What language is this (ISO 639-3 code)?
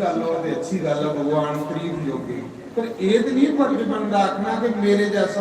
doi